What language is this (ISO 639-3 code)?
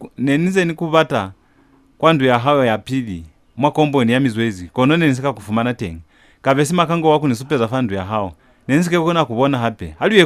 loz